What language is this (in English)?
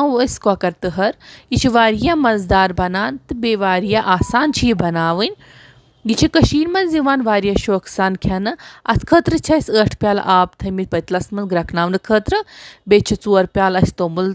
Kashmiri